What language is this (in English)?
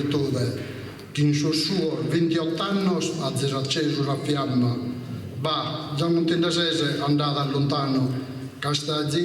Sardinian